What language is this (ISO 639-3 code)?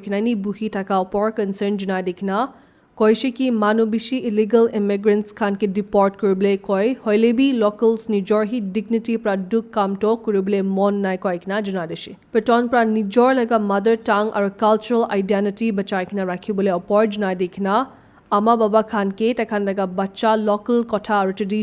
nag